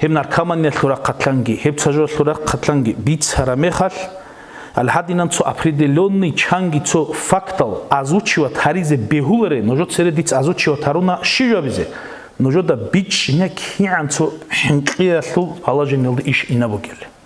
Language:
Avaric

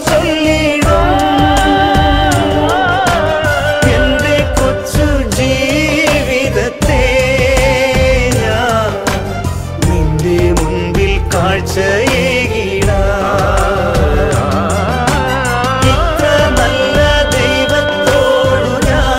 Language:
Malayalam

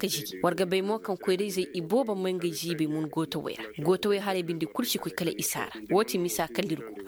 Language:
Koyraboro Senni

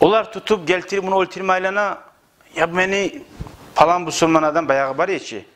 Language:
Kumyk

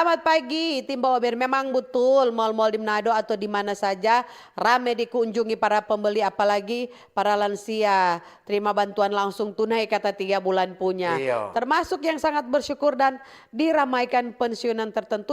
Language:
Manado Malay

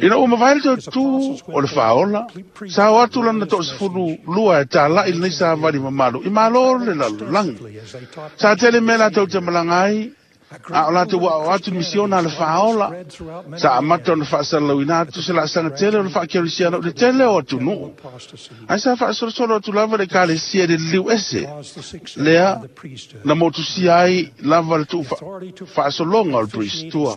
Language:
Samoan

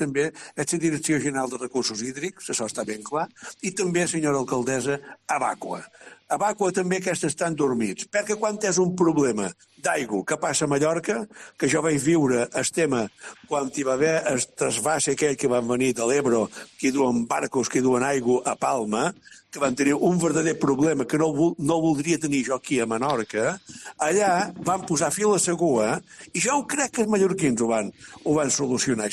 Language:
Catalan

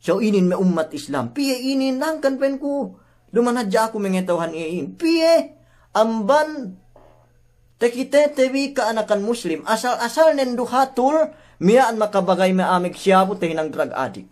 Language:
Yakan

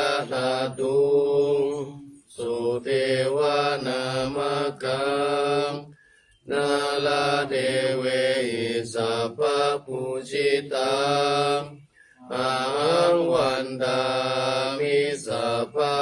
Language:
Pali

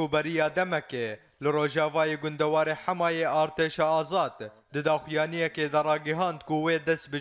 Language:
Kurdish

